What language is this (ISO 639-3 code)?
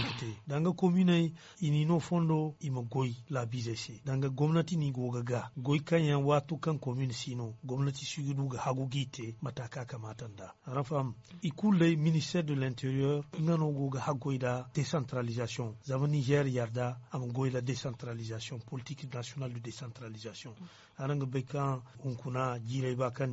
dje